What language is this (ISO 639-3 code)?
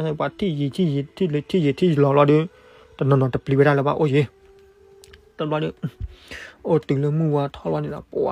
ksw